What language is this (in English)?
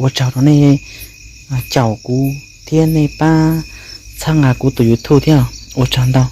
Hmong